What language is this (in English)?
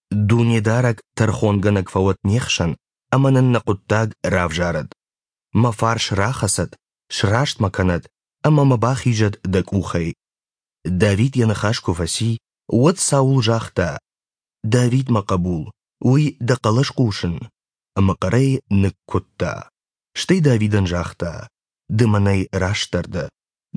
Ossetic